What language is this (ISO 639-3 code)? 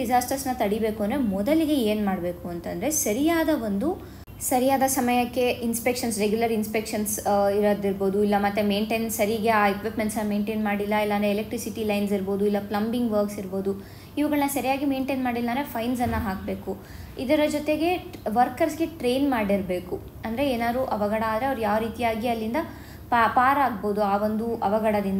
kan